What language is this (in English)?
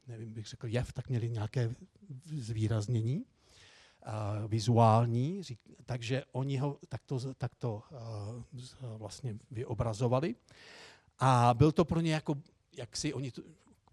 Czech